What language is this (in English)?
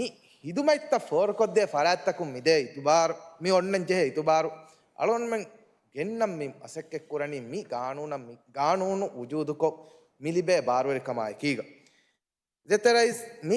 Divehi